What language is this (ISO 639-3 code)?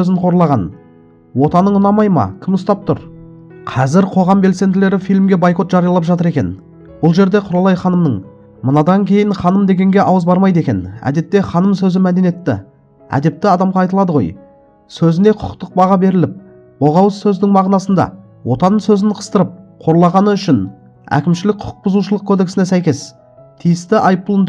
kaz